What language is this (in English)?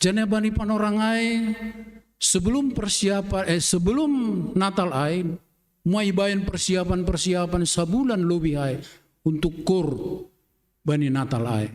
Batak Simalungun